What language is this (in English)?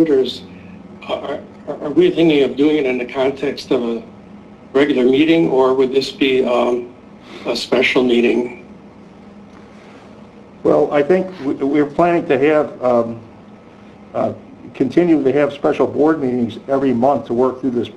English